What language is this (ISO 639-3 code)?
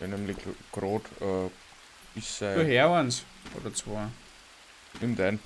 bar